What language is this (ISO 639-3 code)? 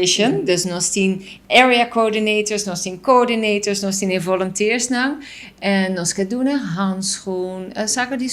pap